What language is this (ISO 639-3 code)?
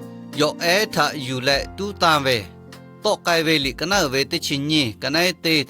lhu